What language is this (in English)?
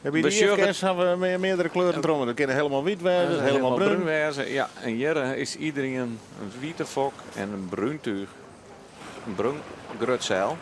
Western Frisian